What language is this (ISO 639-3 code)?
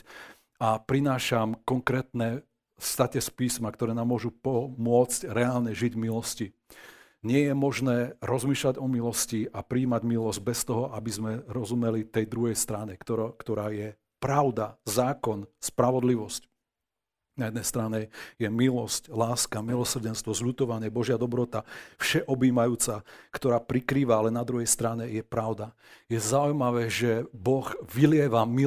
slk